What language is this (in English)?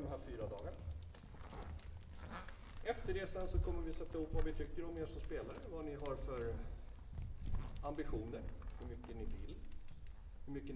Swedish